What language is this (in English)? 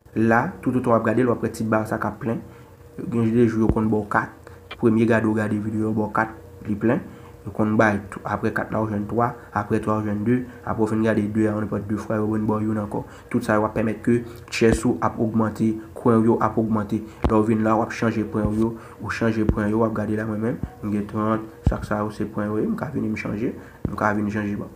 Haitian Creole